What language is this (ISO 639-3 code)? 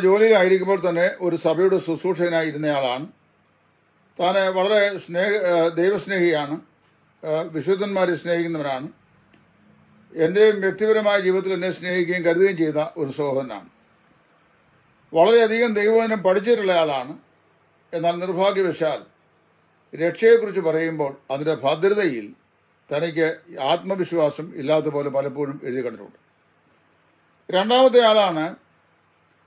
mal